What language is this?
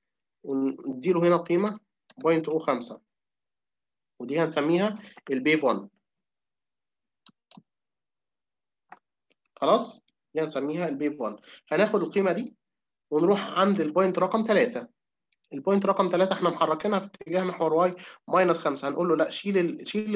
Egyptian Arabic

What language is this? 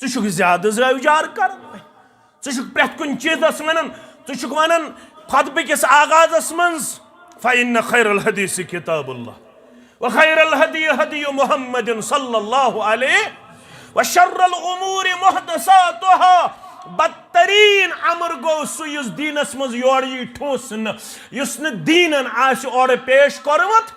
Kashmiri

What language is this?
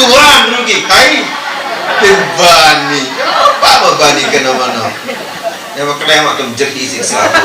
Sasak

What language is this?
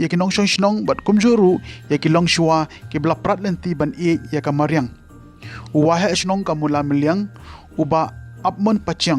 Khasi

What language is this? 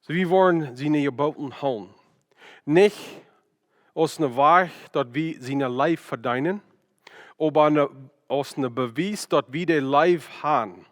Plautdietsch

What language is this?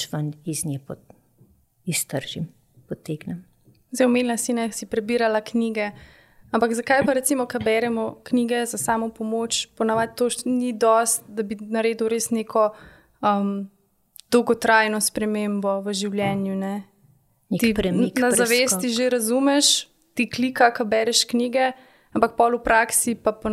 Slovenian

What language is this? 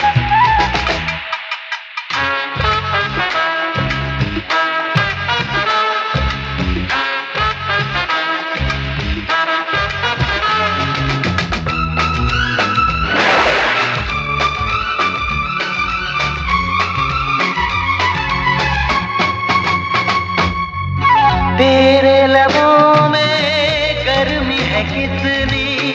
Hindi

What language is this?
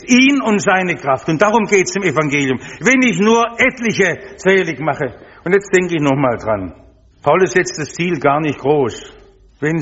German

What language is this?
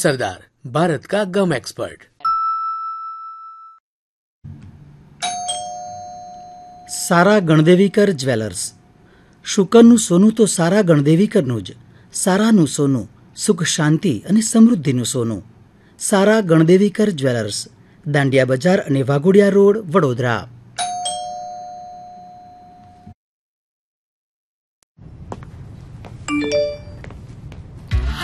Gujarati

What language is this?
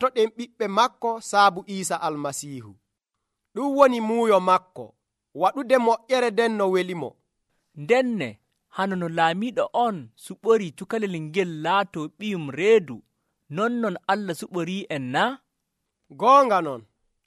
Nigerian Fulfulde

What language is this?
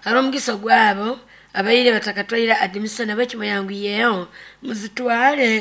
Nyoro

